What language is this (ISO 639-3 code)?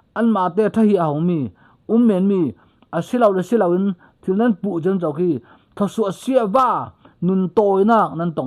cfm